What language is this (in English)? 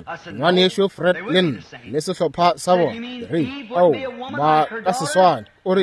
Northern Sotho